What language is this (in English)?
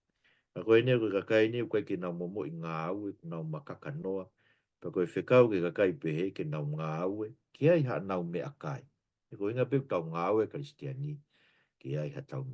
Tongan